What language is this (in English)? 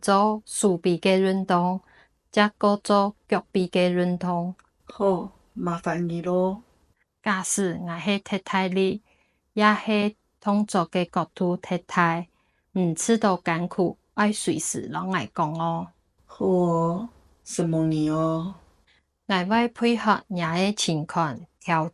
Hakka Chinese